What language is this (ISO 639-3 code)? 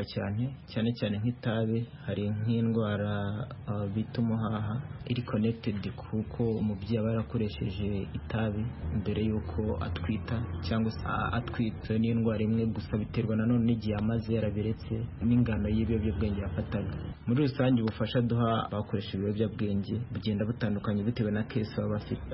kin